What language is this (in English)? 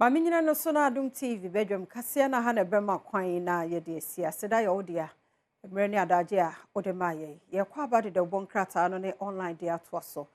Akan